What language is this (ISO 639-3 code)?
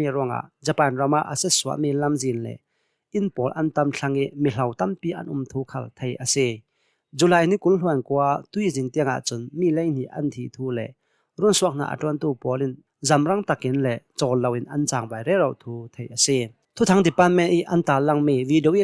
cnh